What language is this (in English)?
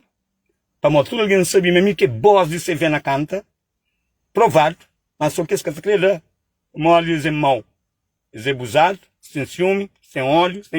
Kabuverdianu